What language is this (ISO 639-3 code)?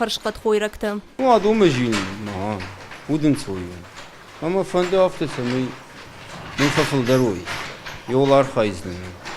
oss